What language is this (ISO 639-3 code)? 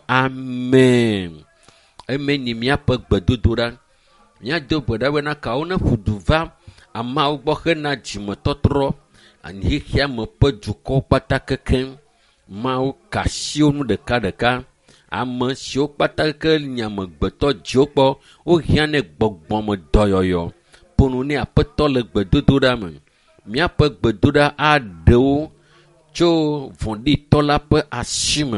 ewe